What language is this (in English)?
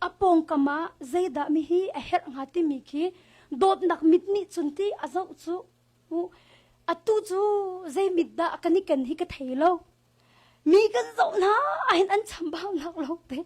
Hakha Chin